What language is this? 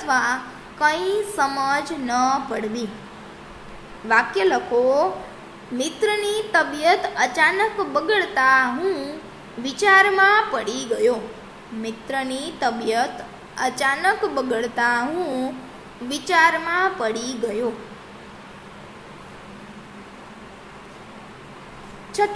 Gujarati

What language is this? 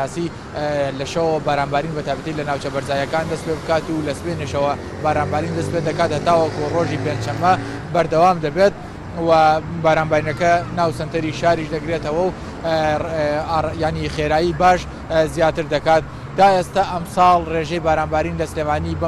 Central Kurdish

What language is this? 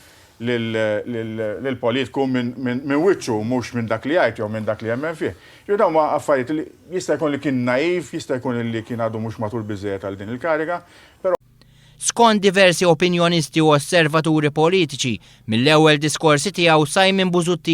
Maltese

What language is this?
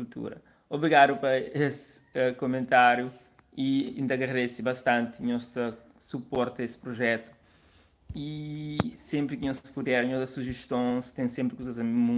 Kabuverdianu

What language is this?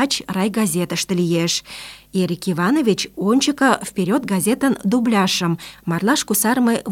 Mari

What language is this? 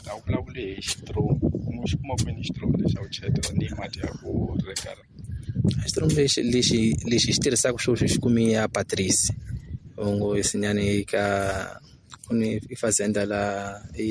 Tsonga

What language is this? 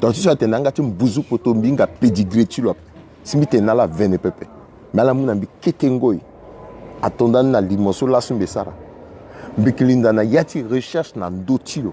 Sango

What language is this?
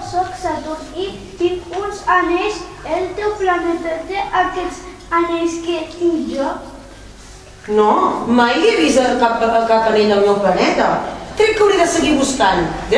Catalan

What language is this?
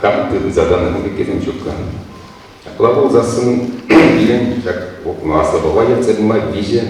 Chuvash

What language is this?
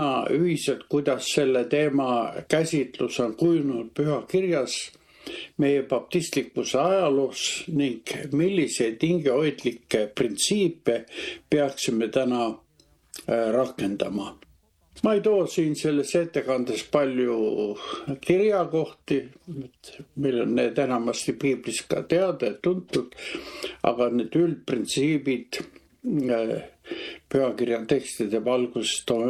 Estonian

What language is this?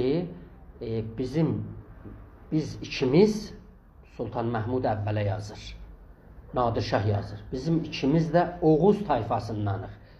South Azerbaijani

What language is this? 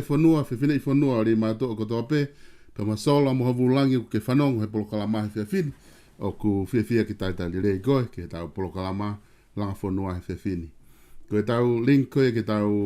Tongan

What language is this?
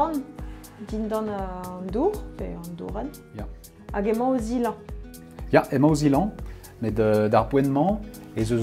Breton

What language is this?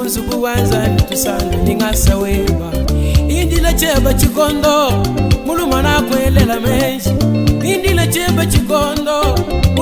Luba-Lulua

